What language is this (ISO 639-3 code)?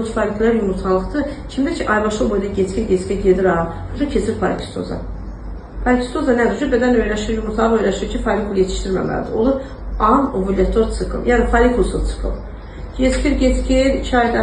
aze